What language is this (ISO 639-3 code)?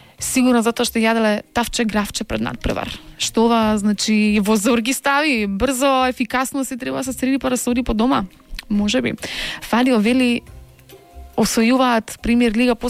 mkd